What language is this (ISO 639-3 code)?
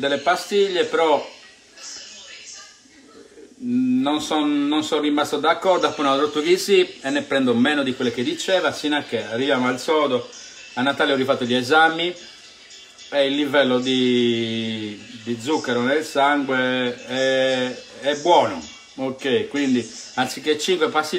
ita